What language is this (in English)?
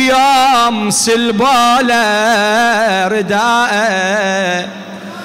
Arabic